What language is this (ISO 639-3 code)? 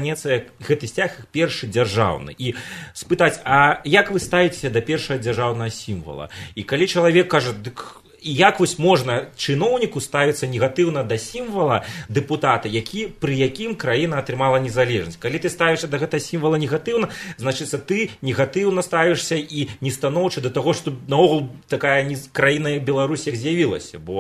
bel